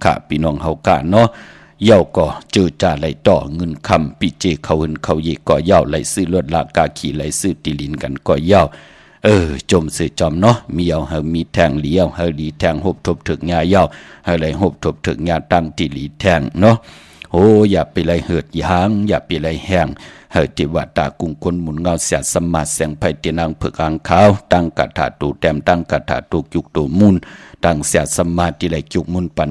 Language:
Shan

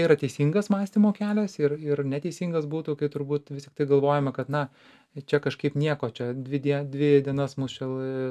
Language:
Lithuanian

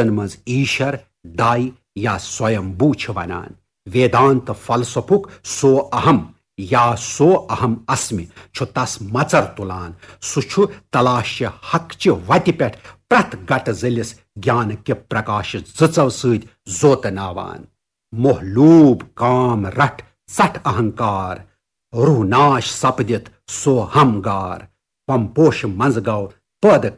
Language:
Kashmiri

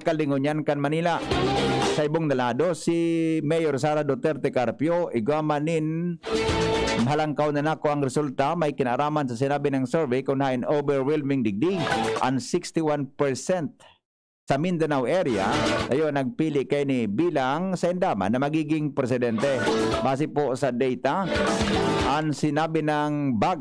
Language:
Bikol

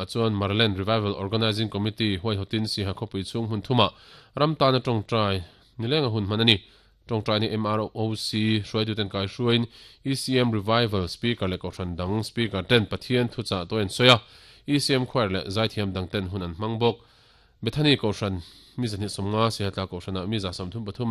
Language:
Mizo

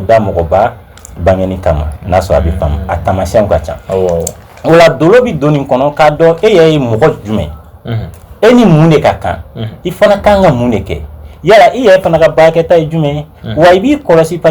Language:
Bambara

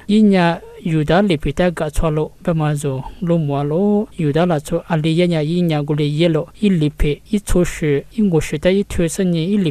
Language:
Lisu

